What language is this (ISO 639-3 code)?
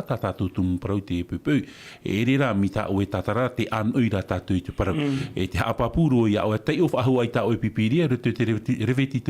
tah